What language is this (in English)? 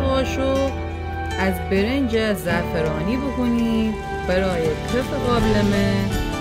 Gilaki